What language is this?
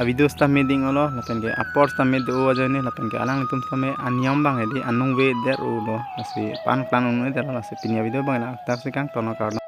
Karbi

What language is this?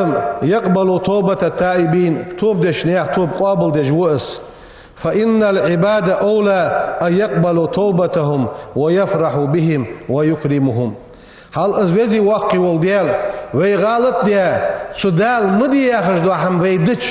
Ingush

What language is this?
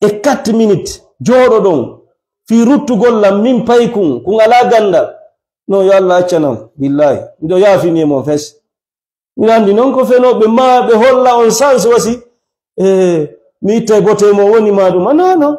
Fula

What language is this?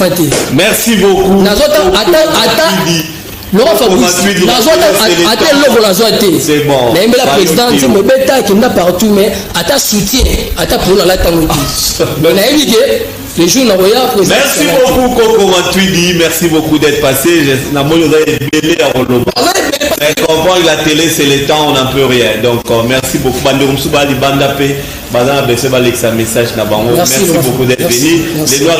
Lingala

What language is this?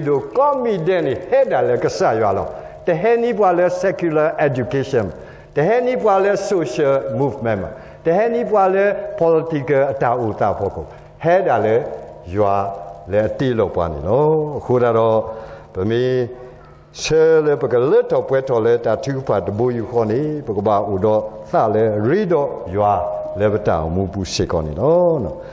S'gaw Karen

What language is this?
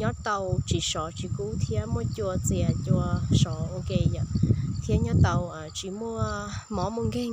Hmong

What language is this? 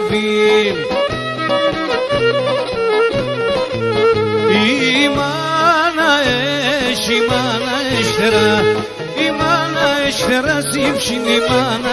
Pontic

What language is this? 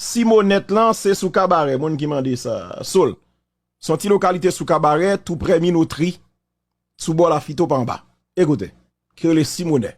Haitian Creole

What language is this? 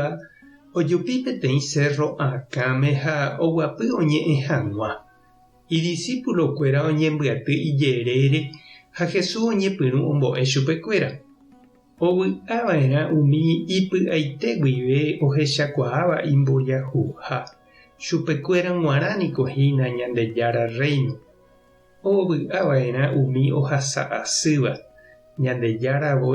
Guarani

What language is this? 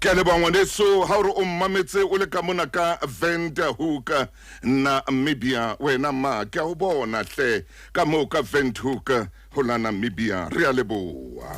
Southern Sotho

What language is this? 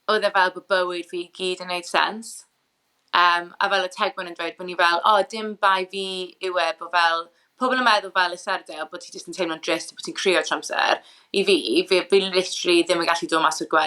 Welsh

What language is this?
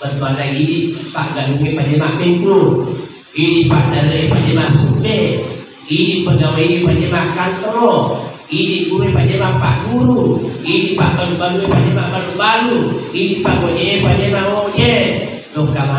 Buginese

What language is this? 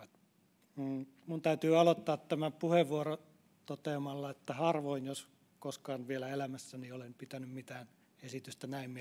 Finnish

